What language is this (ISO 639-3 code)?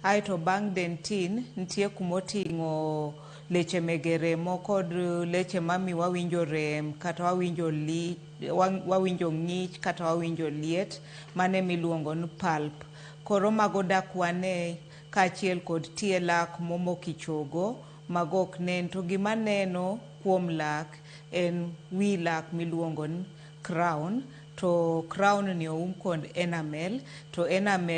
luo